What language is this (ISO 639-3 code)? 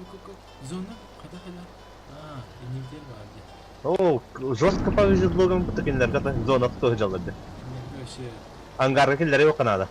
sah